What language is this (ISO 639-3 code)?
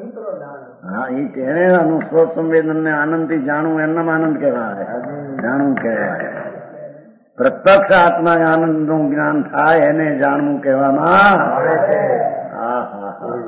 guj